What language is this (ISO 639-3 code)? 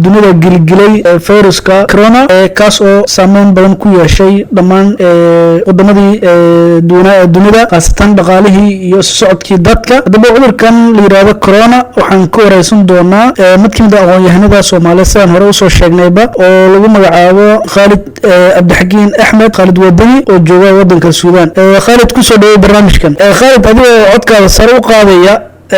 som